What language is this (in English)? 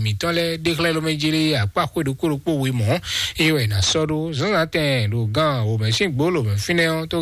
Fon